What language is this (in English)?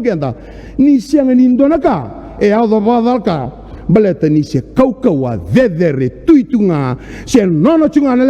Fijian